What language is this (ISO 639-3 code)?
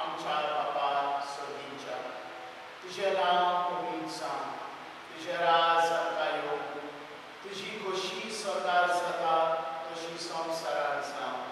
kok